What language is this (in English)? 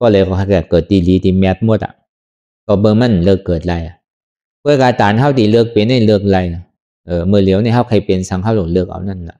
Shan